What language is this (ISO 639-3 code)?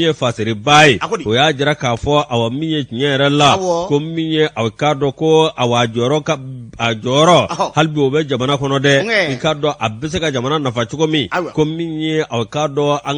bam